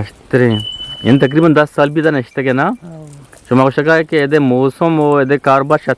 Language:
Eastern Balochi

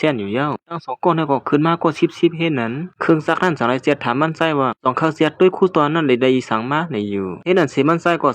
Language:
Shan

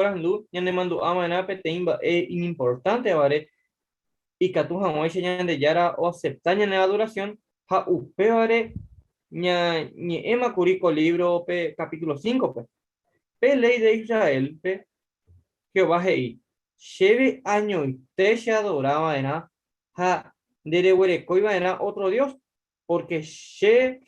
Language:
Guarani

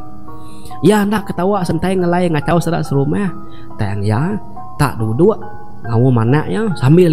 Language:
Iban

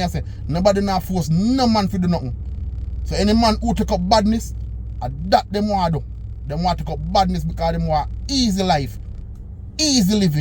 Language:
Jamaican Creole English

